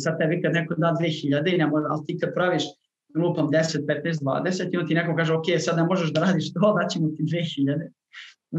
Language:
Serbian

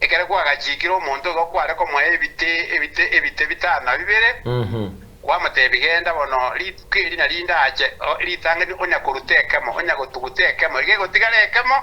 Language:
Gusii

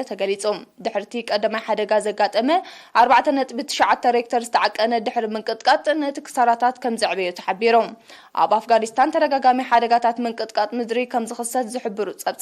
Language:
Tigrinya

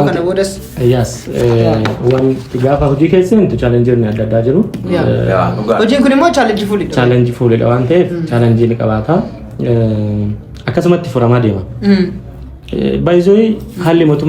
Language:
Oromo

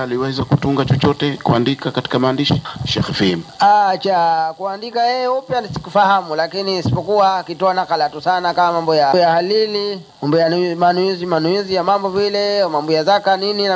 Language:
Swahili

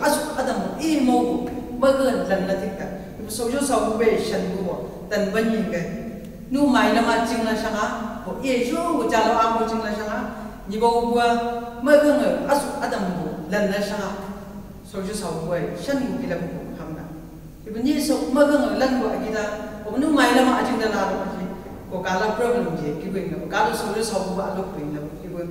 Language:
Chang Naga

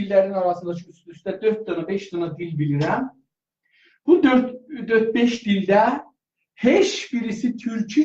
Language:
South Azerbaijani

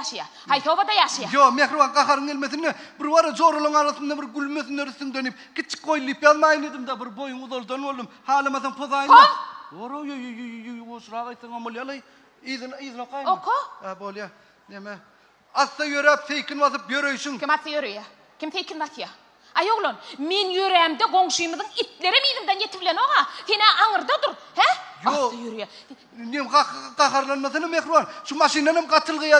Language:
Turkmen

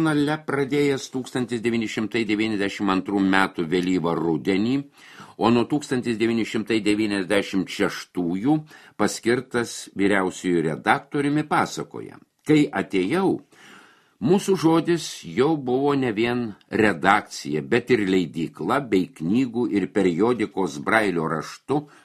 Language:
Lithuanian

